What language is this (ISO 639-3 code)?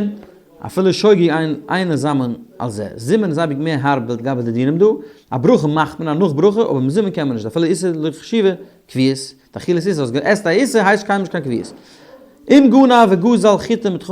yid